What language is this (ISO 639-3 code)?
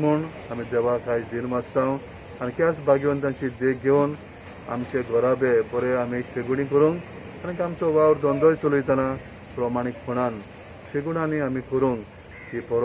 kok